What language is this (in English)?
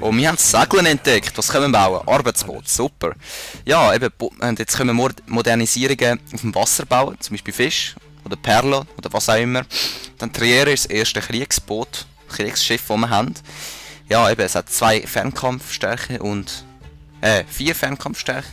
Swiss German